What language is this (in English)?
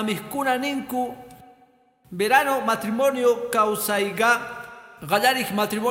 Quechua